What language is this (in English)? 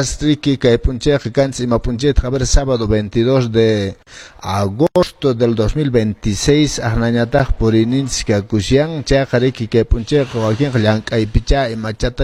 Quechua